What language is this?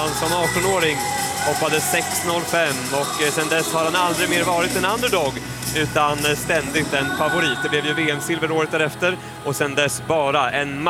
Swedish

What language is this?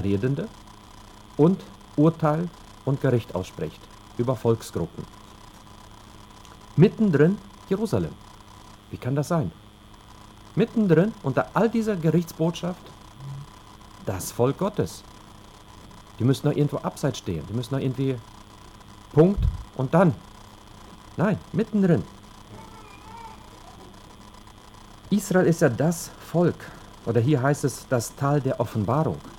German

